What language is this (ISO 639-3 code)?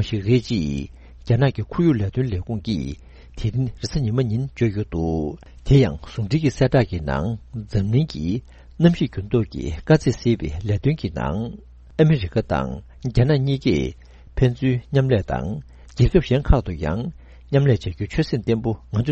bod